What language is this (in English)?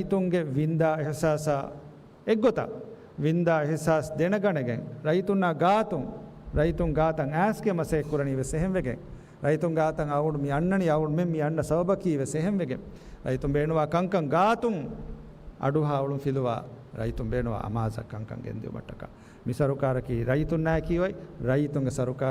Divehi